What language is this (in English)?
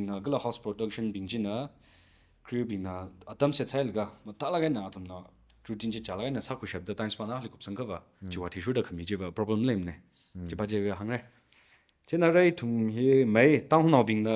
Tangkhul Naga (India)